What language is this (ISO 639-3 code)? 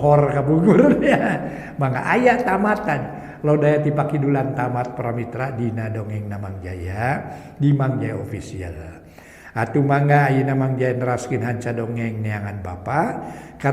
sun